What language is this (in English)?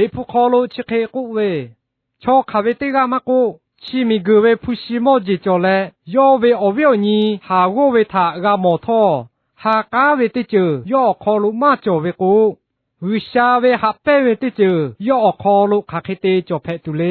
Lahu